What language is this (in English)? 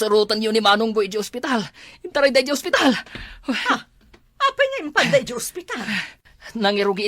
Iloko